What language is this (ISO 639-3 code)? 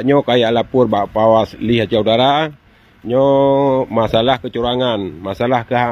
ace